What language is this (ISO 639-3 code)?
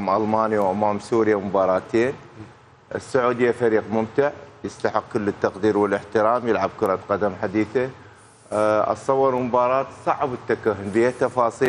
acm